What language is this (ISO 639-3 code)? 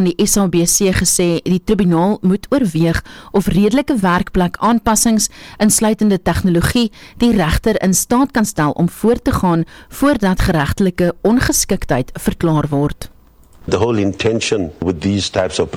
afr